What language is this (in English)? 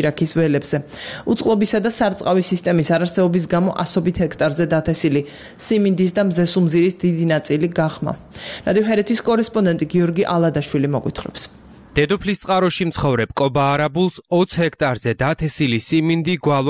Georgian